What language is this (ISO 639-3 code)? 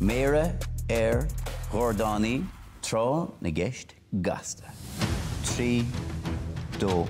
gle